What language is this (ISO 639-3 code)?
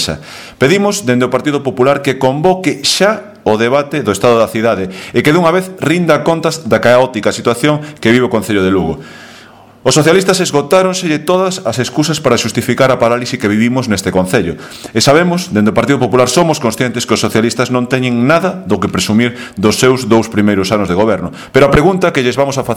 glg